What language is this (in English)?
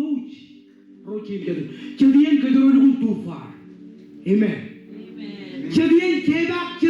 Marshallese